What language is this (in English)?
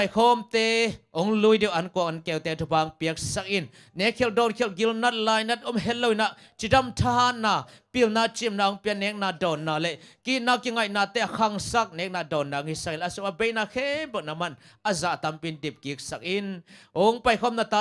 Tedim Chin